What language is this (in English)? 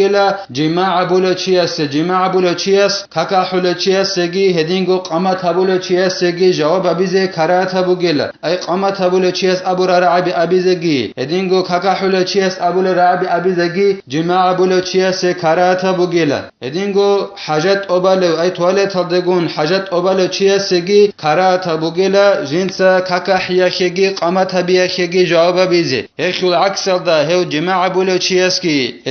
Avaric